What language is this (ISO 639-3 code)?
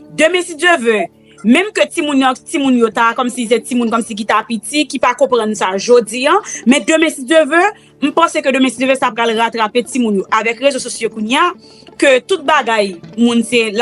hat